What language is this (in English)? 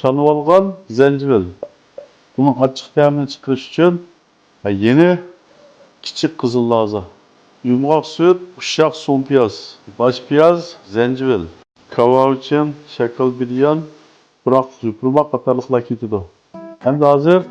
Uyghur